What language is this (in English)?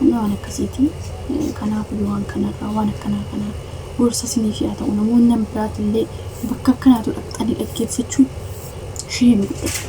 Oromo